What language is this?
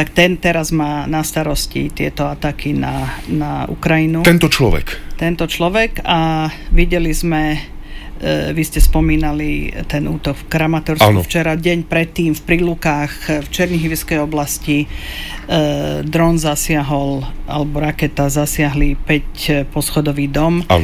Slovak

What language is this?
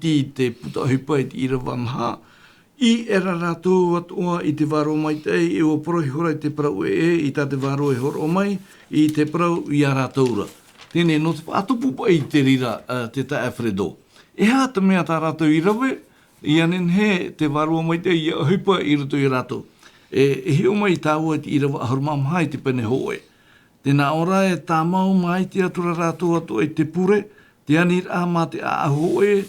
Tahitian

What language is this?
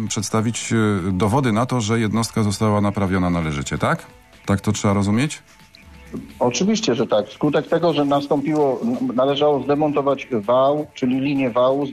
Polish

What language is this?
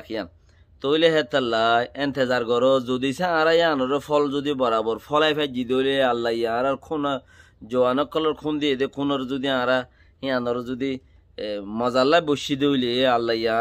Rohingya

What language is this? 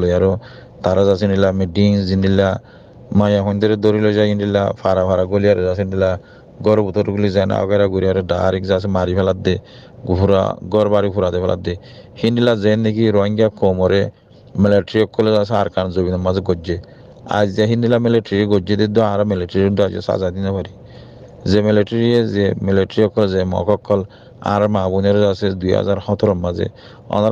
Rohingya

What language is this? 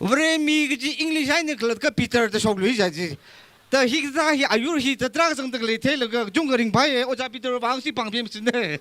Tangkhul Naga (India)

